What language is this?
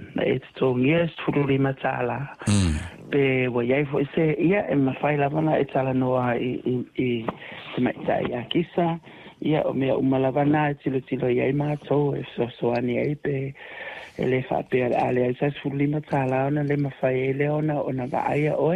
Samoan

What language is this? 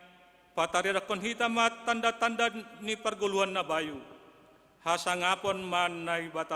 Batak Simalungun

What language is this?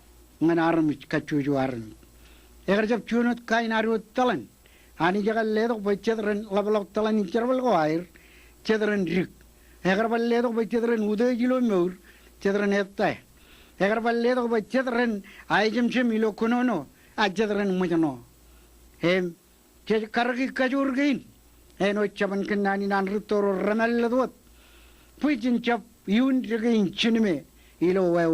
Marshallese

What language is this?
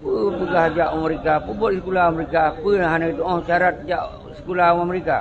Achinese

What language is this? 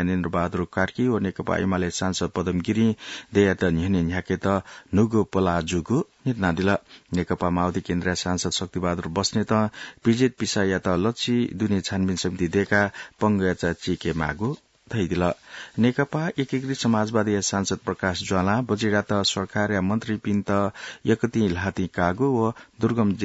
Newari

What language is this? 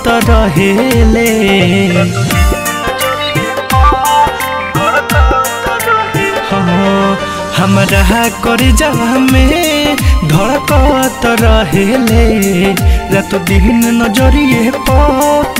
Bhojpuri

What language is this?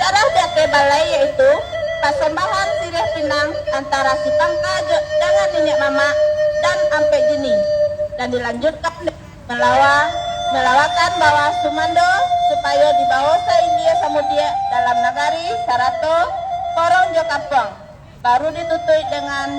Minangkabau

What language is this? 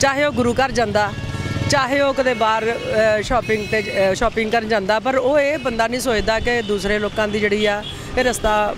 Punjabi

